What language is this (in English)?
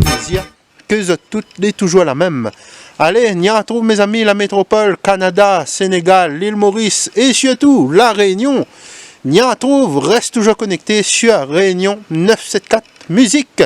Réunion Creole French